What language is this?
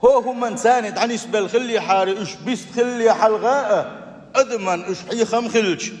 Chechen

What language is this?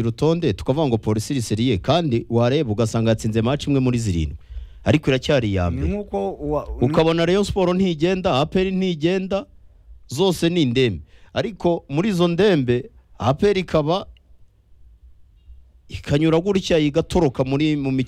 Kinyarwanda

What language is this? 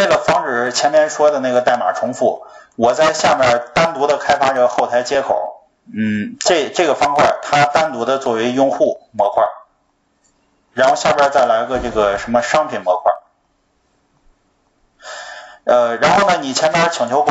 Chinese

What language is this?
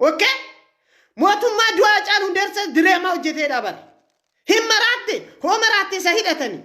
Oromo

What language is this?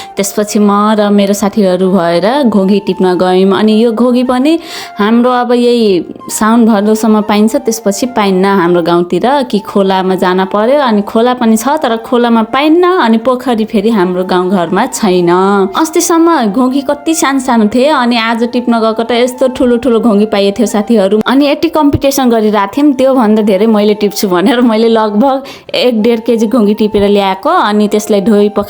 Nepali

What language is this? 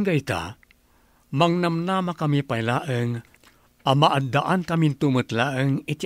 Iloko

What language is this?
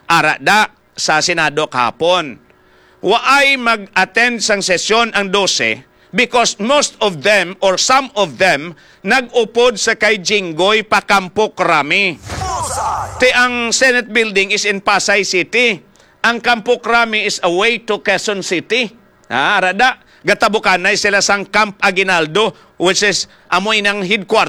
Hiligaynon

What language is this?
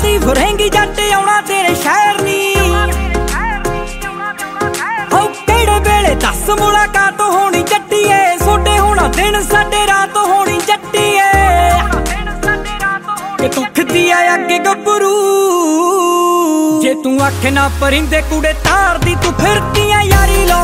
Punjabi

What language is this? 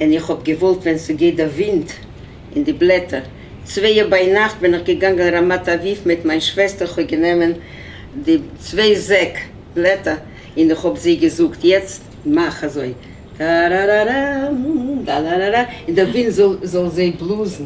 Yiddish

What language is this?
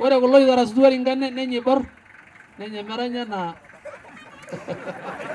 Masai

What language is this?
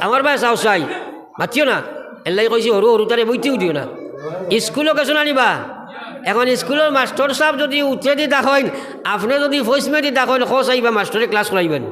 Sylheti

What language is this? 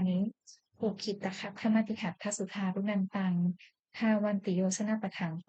Pali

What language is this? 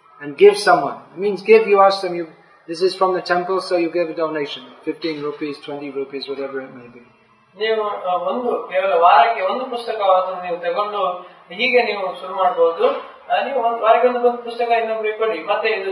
Kannada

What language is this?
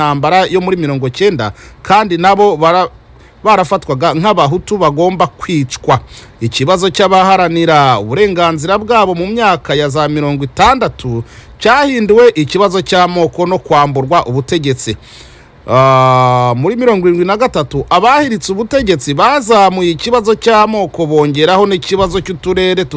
Kinyarwanda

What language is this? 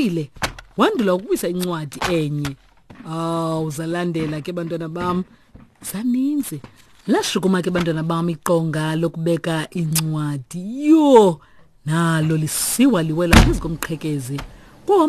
Xhosa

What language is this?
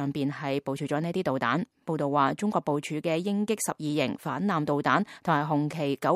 Cantonese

